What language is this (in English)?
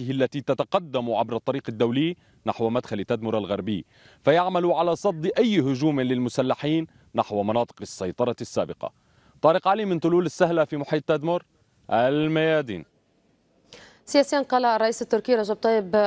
Arabic